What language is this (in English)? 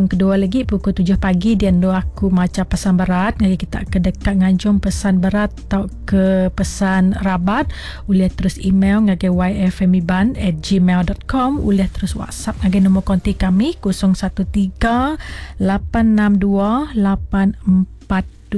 Iban